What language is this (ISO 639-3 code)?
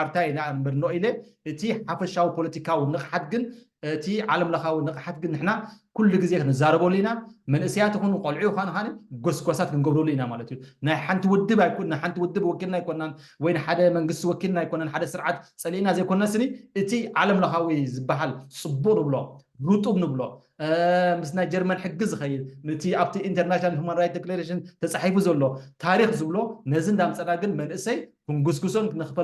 tir